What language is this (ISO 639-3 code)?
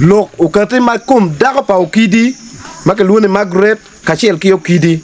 ach